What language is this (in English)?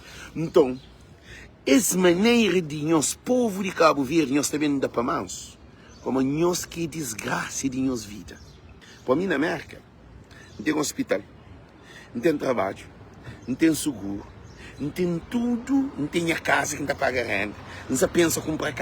Kabuverdianu